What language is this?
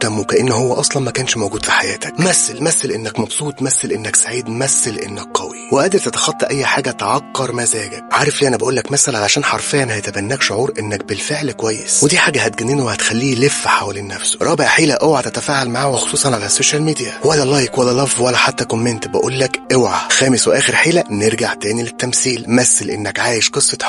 Egyptian Arabic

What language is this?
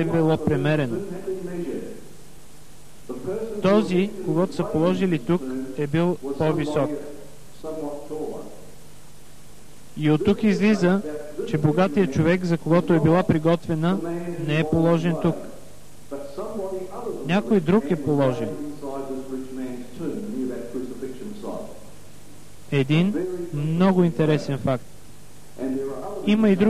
Bulgarian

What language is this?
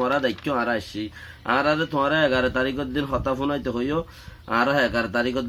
Rohingya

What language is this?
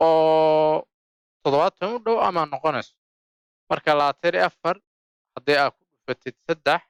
Somali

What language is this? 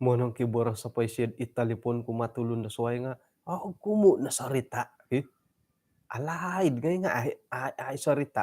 Central Dusun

